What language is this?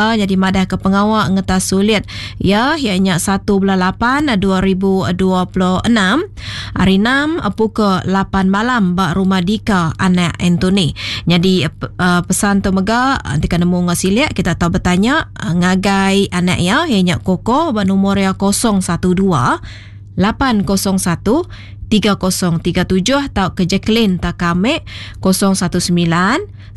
Iban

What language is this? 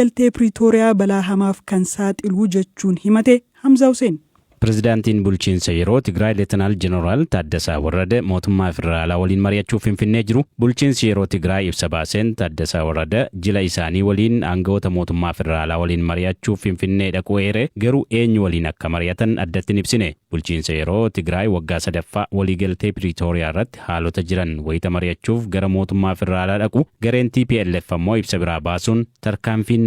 Oromo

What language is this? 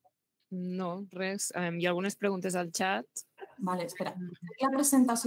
Catalan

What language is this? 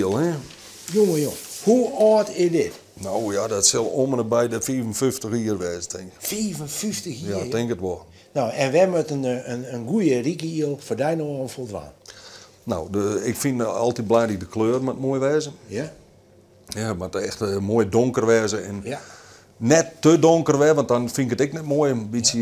Western Frisian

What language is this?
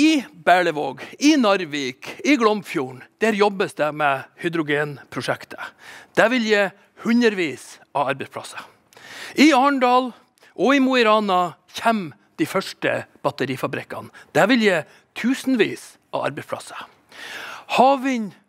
Norwegian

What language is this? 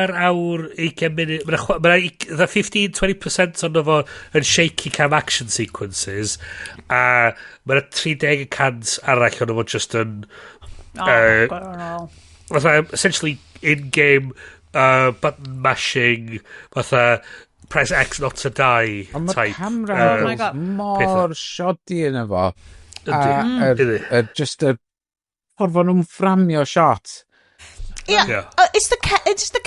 Welsh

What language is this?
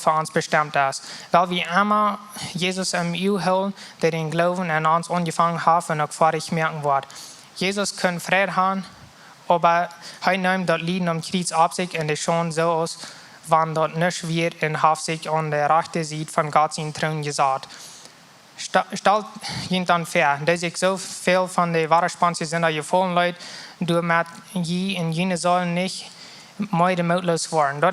Plautdietsch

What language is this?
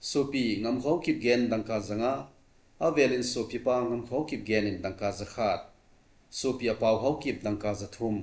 Thado Chin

